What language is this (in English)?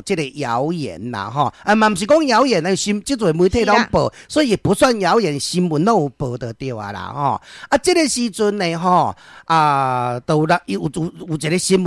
Min Nan Chinese